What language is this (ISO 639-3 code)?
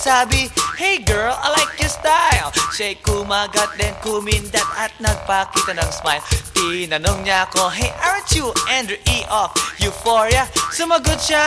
fil